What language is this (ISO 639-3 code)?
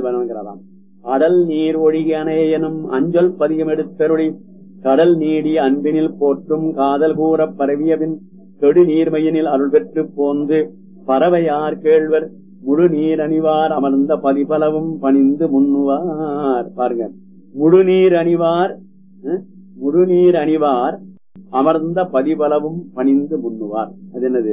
tam